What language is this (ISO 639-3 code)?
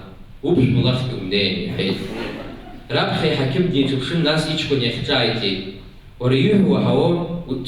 abk